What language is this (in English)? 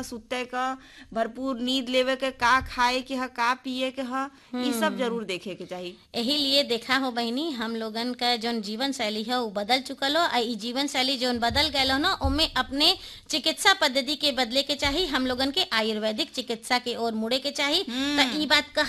Bhojpuri